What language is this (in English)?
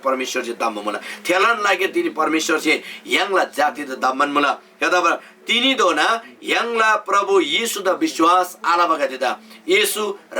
Eastern Tamang